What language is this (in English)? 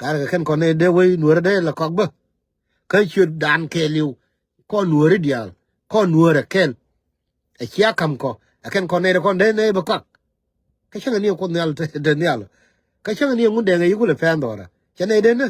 Nuer